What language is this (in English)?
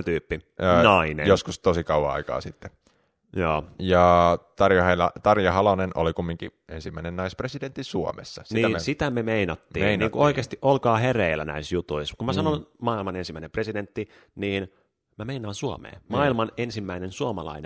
Finnish